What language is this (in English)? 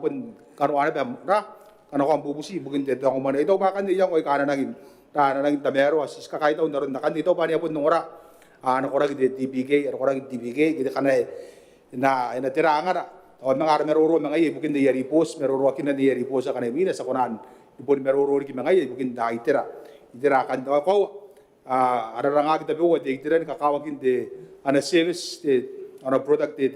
Gilbertese